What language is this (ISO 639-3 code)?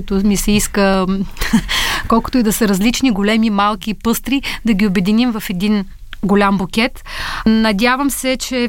bul